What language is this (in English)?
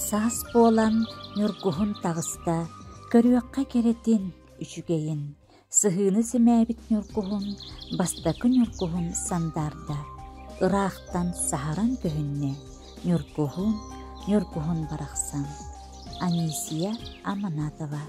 Yakut